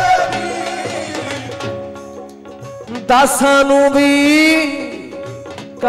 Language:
Punjabi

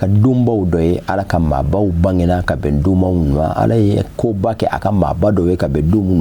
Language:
Bambara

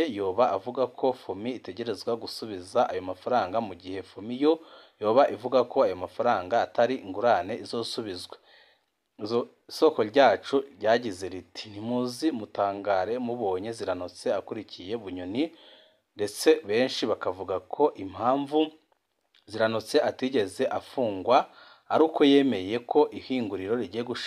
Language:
Rundi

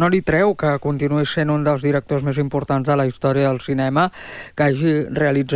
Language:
Catalan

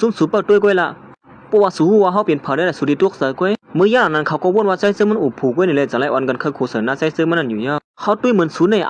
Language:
Shan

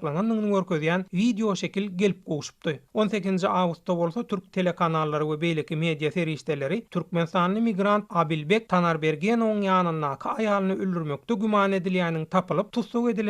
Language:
Turkmen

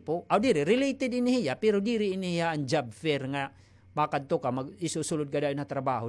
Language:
Waray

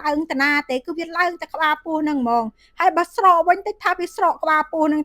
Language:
Khmer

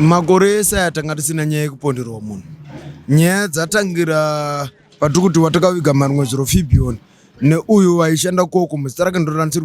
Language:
Shona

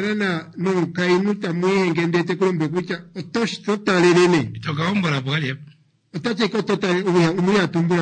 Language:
Kuanyama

